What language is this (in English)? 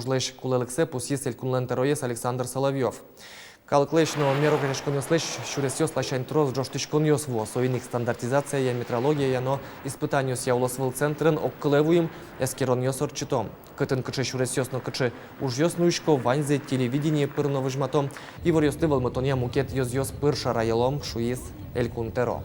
Udmurt